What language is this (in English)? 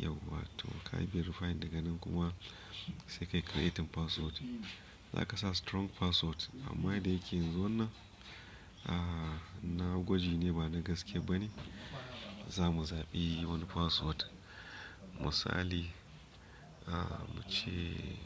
Hausa